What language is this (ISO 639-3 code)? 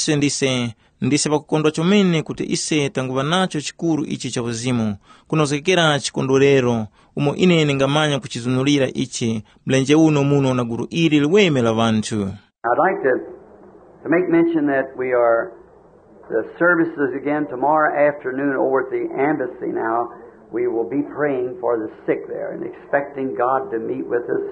tum